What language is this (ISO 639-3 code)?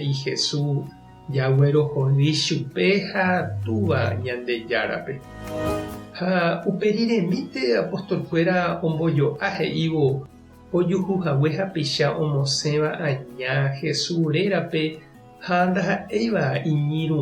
grn